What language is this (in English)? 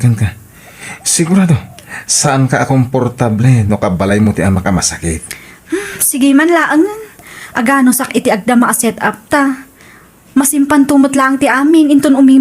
Iloko